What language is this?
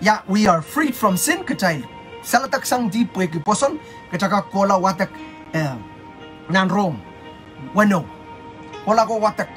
Pohnpeian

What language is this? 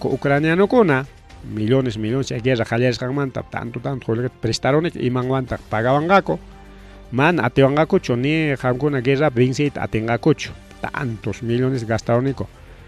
Ayacucho Quechua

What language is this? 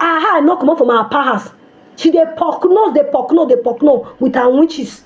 Nigerian Pidgin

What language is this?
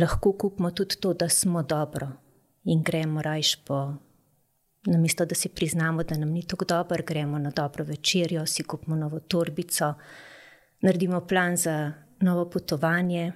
Slovenian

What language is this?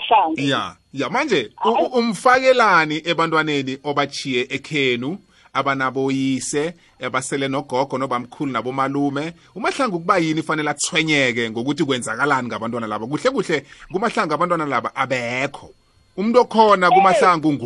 South Ndebele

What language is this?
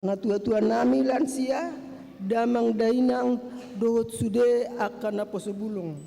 Batak Toba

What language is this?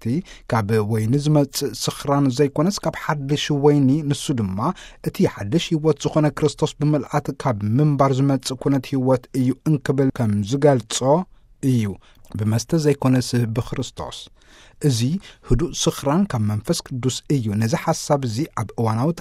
Tigrinya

